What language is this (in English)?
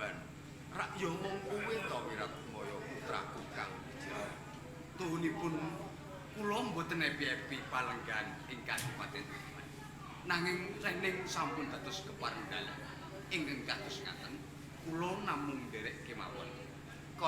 Javanese